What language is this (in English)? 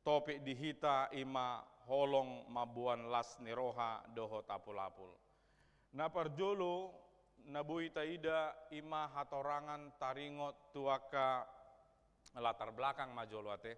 Batak Toba